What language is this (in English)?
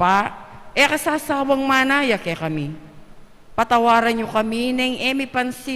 Pampanga